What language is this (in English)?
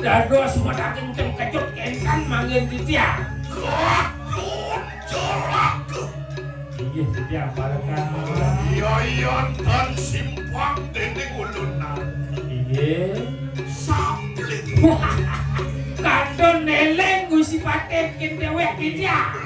Balinese